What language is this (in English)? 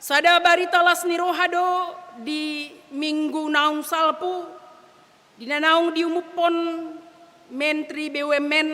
Batak Toba